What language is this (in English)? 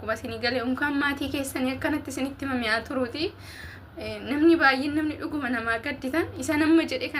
Oromo